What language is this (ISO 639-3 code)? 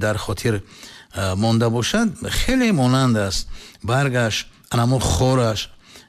tgk